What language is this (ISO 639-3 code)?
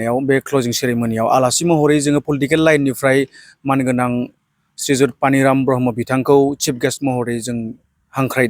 brx